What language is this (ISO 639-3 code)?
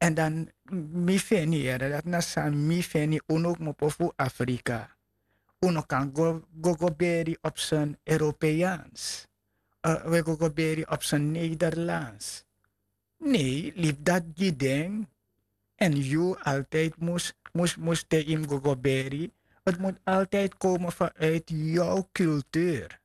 srn